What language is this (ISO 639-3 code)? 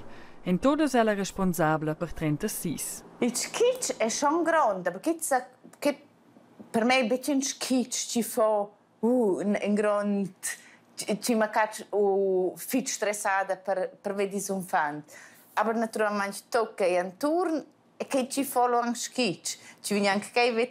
roh